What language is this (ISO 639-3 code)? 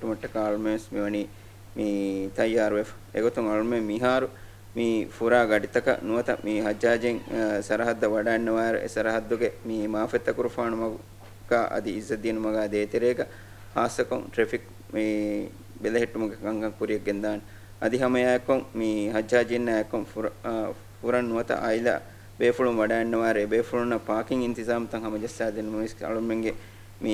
div